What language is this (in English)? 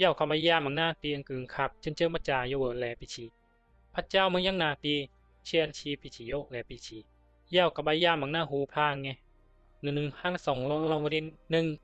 Bisu